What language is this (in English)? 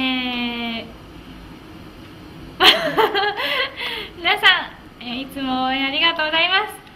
Japanese